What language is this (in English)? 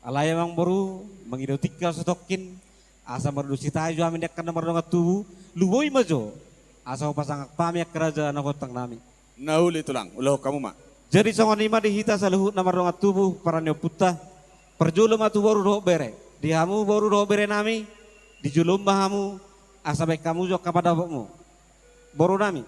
Batak Toba